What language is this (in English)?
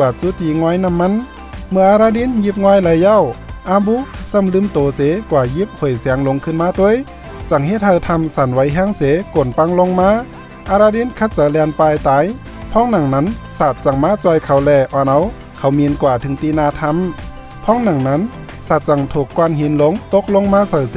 Shan